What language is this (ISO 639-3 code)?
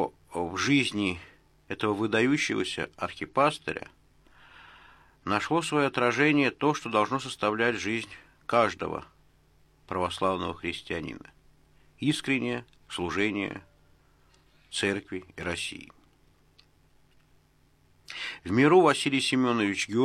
rus